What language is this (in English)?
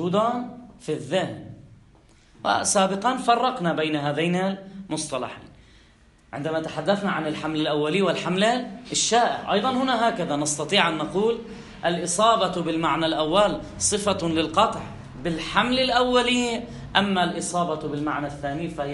Arabic